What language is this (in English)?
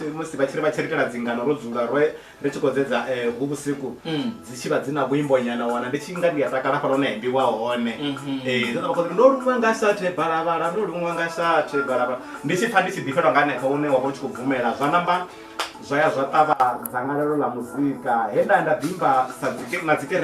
Venda